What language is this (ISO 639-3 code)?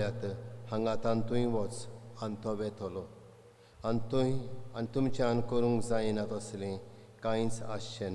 kok